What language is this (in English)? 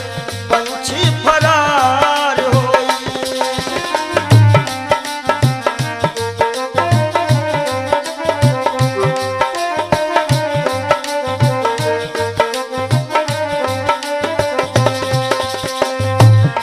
Bhojpuri